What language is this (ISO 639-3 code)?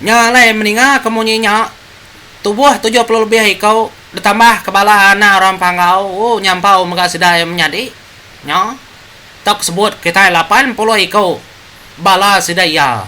iba